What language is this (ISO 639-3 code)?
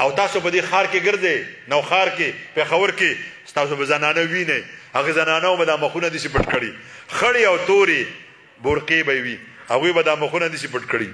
pus